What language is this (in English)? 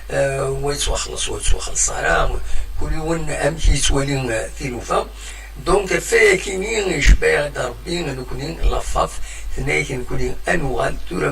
Kabyle